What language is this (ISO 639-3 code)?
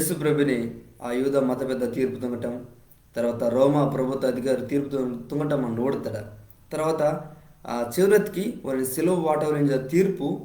kff